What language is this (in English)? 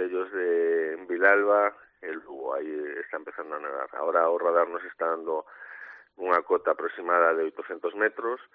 Galician